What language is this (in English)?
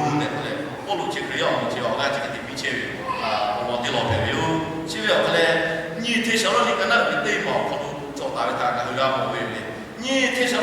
Lahu